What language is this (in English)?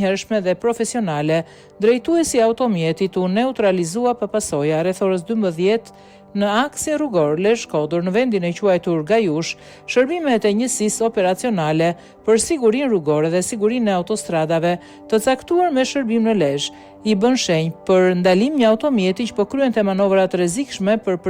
Albanian